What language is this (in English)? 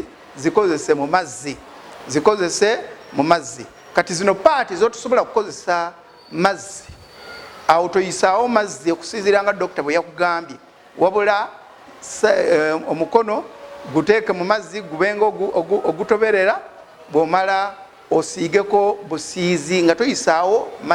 Ganda